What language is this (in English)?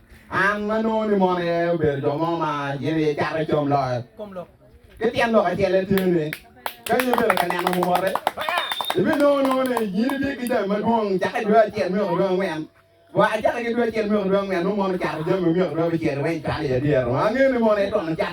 Acoli